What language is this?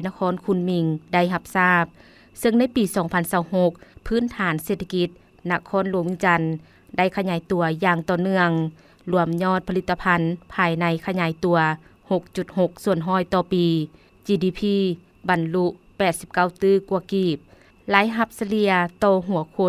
Lao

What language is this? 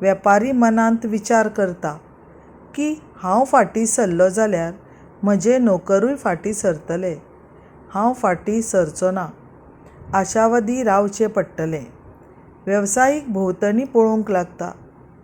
Konkani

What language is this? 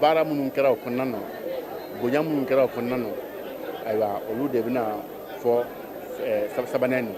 Bambara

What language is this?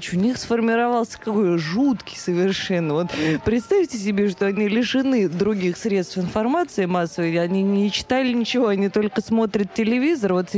Russian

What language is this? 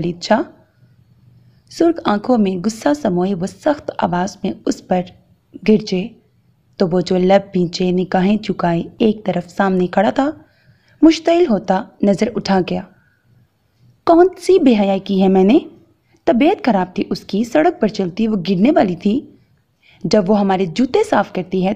Urdu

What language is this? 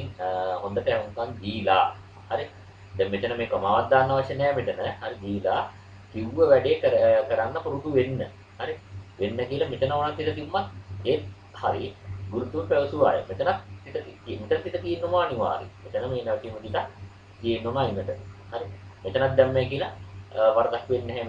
Sinhala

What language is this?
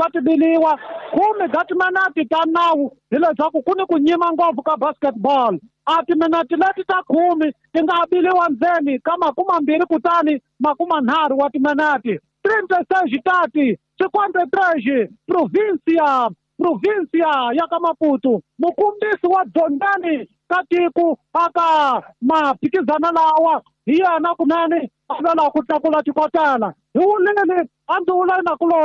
Tsonga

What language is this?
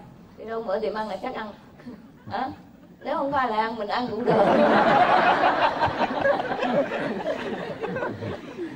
Vietnamese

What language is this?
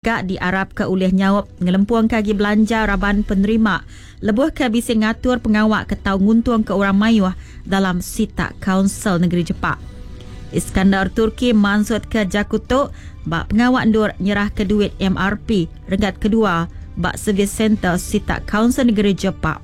Iban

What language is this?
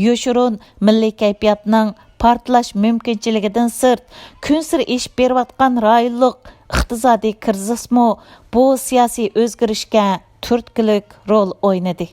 Uyghur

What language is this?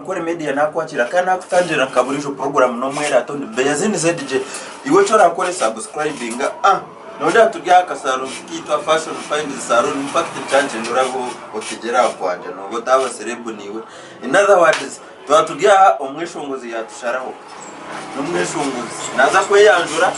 Nyankole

